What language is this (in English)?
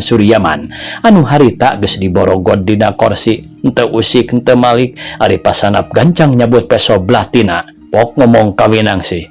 Sundanese